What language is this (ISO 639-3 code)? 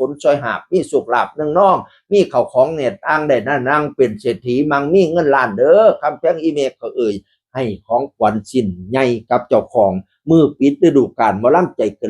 tts